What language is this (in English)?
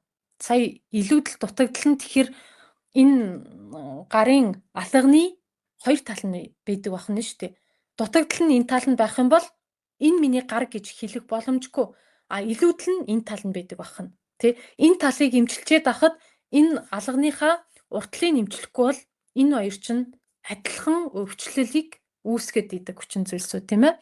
Mongolian